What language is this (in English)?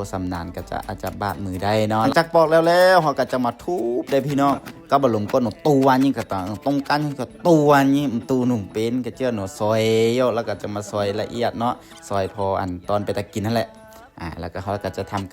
Lao